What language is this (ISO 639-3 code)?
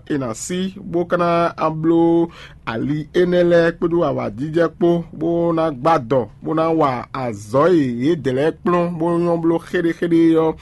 fon